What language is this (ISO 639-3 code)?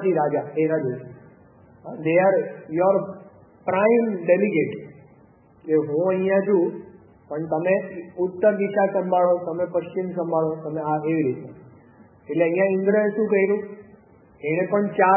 guj